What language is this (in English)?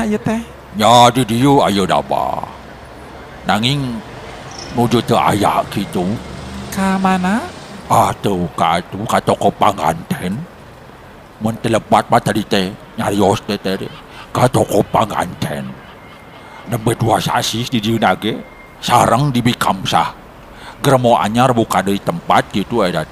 Sundanese